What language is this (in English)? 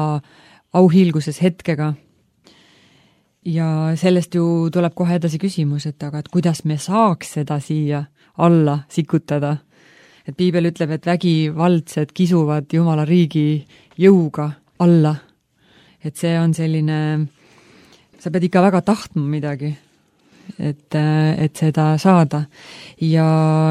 Estonian